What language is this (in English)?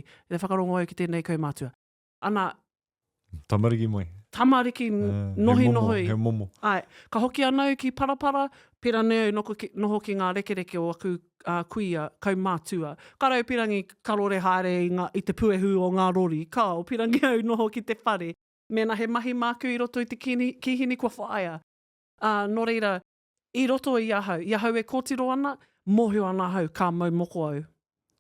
Māori